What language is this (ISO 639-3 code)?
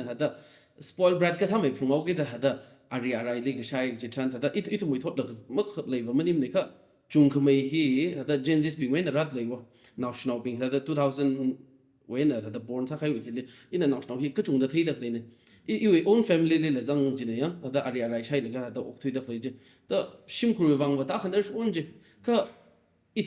nmf